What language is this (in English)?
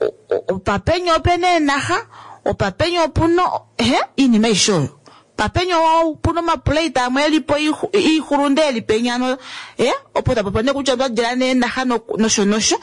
Kuanyama